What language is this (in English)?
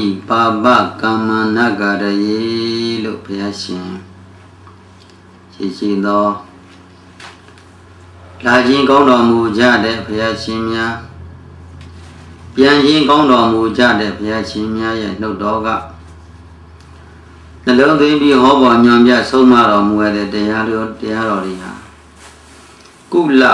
Burmese